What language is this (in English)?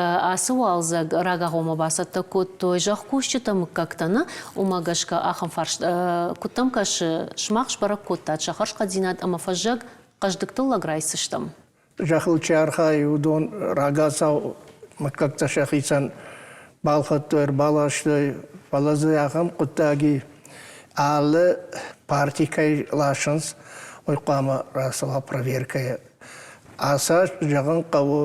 Ossetic